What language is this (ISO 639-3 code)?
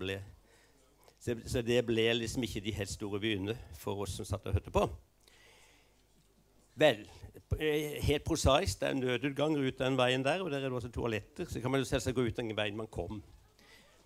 nor